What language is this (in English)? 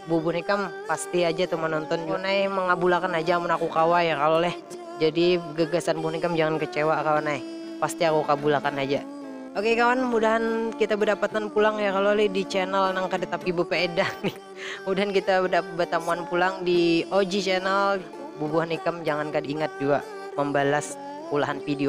Banjar